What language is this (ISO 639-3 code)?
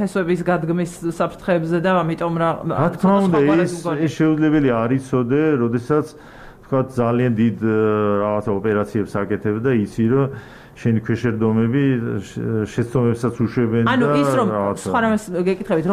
kat